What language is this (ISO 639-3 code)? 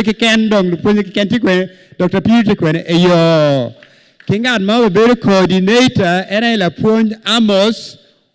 ach